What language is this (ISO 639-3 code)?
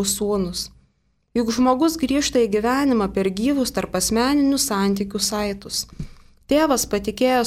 lit